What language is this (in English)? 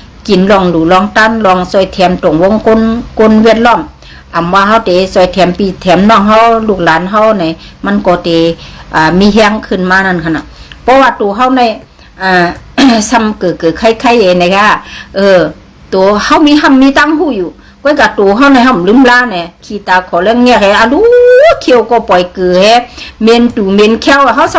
Shan